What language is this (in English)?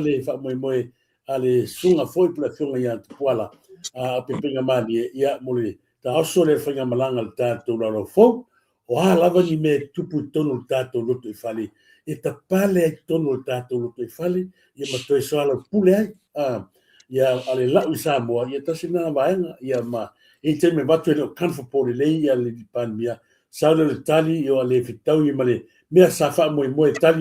Samoan